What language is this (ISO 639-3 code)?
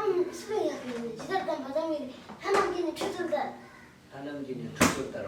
bod